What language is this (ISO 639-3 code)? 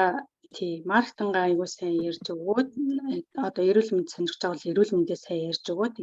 mon